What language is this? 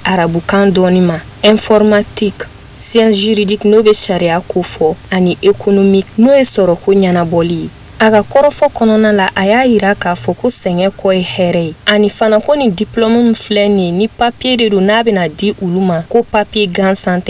Bambara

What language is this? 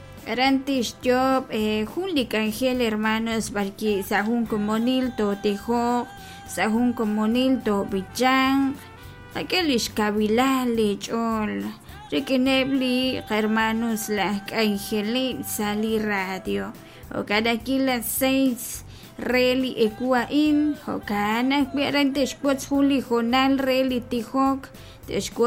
Kekchí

